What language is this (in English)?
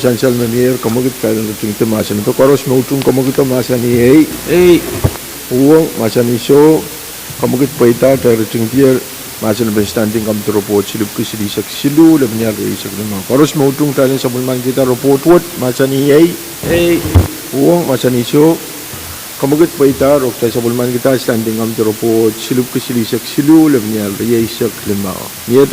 Pohnpeian